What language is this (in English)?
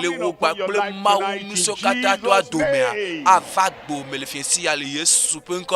Ewe